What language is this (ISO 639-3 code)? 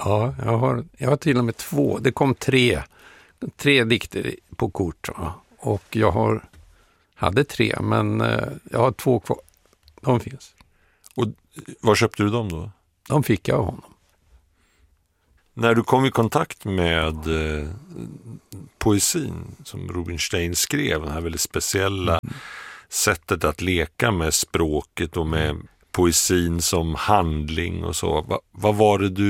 swe